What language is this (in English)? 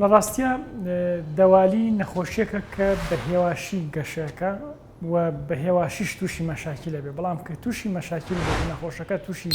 Central Kurdish